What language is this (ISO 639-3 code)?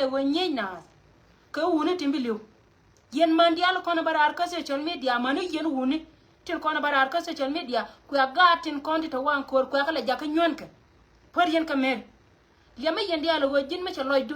nus